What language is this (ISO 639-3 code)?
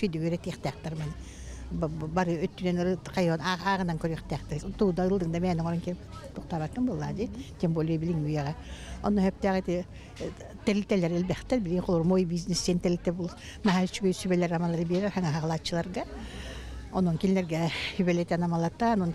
sah